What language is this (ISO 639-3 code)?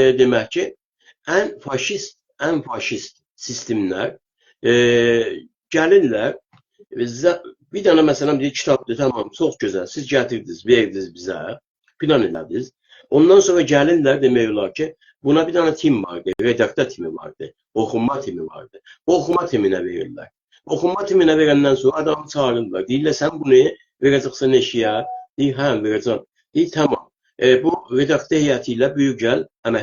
azb